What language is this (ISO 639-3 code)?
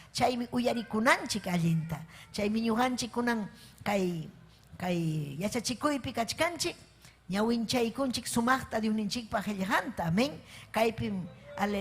quy